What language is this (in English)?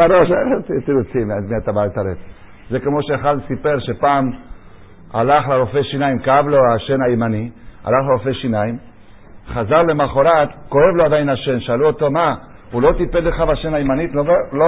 Hebrew